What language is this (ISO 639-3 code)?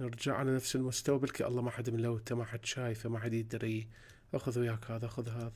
acm